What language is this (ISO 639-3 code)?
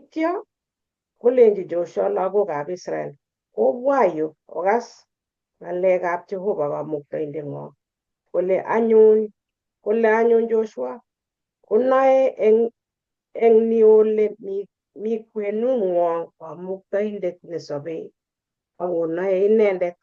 kln